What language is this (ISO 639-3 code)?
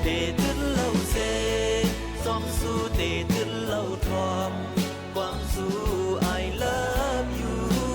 shn